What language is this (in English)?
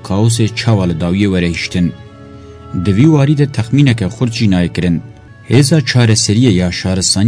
Kurdish